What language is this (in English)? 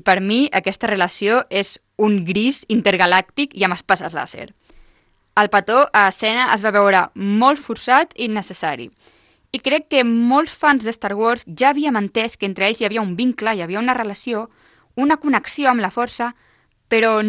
Catalan